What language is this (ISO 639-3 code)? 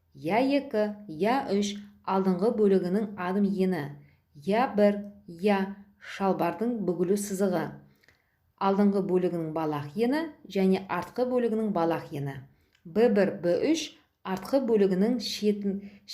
kaz